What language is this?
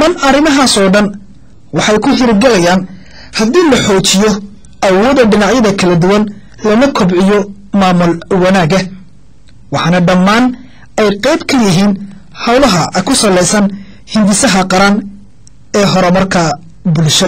Somali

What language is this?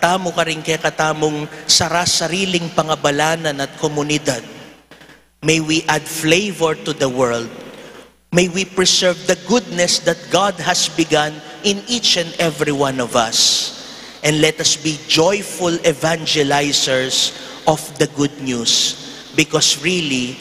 Pampanga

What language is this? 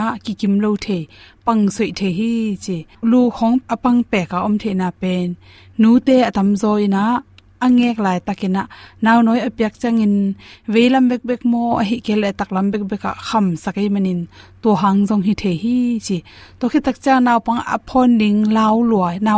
Tedim Chin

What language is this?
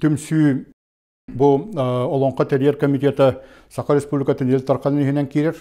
Yakut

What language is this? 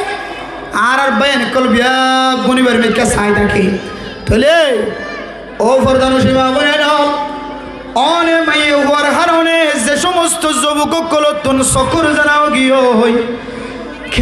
Rohingya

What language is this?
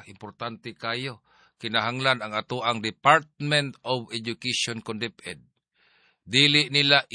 Cebuano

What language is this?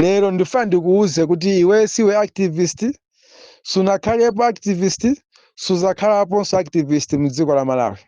Nyanja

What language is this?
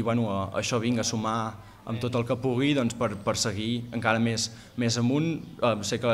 Catalan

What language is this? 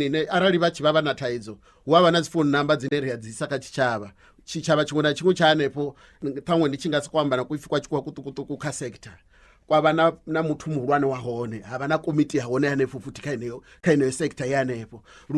Venda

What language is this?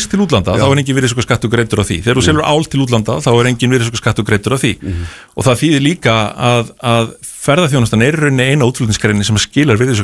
Icelandic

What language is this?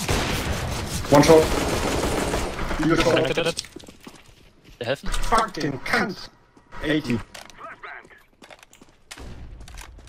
German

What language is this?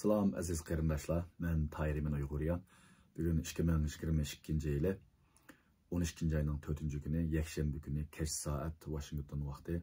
Uyghur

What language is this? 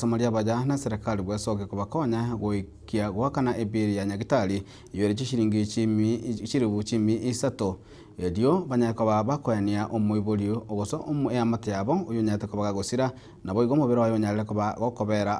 Gusii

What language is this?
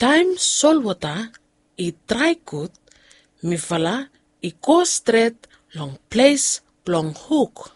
Bislama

